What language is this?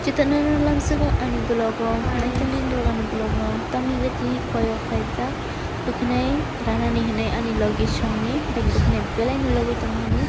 Kok Borok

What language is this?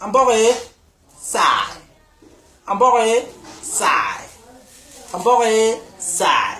Basaa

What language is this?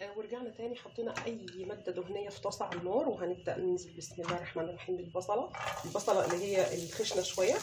Egyptian Arabic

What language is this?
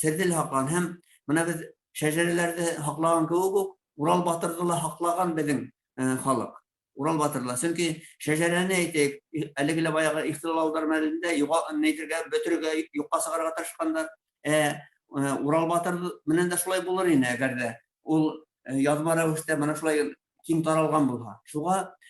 Bashkir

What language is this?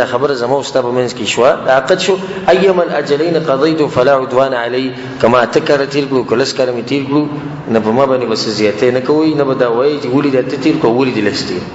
Pashto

